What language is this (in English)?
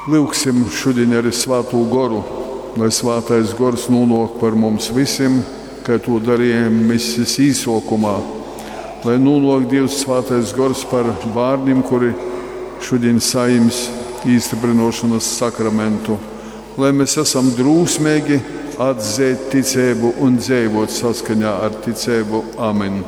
Latgalian